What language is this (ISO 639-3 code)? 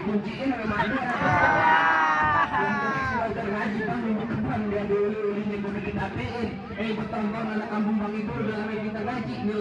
bew